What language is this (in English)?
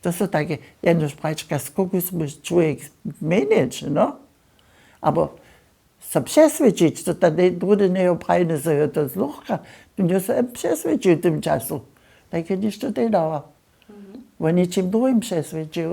Upper Sorbian